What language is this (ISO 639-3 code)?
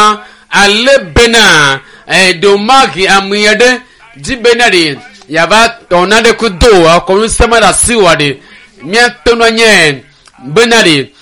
ewe